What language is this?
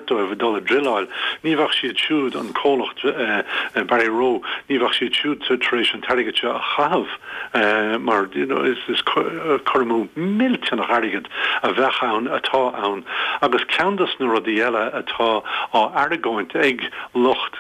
Irish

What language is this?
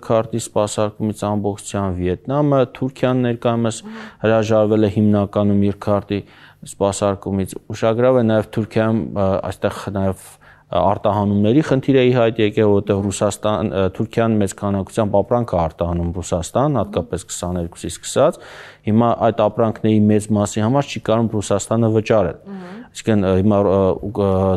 Armenian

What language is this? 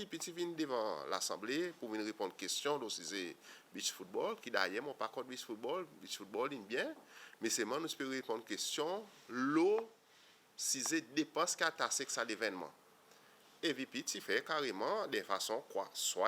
Seselwa Creole French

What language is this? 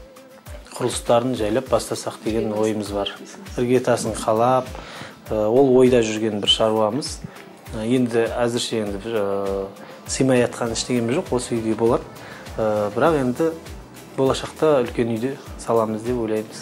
Kazakh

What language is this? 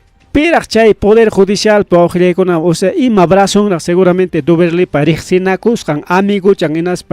Ayacucho Quechua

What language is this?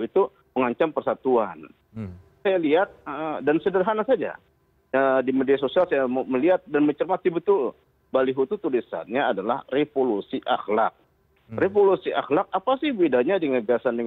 Indonesian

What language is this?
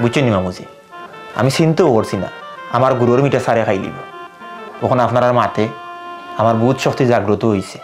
Sylheti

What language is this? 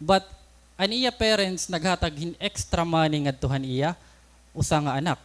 Waray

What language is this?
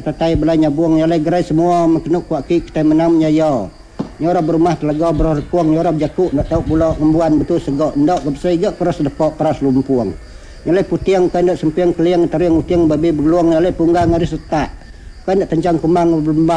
Iban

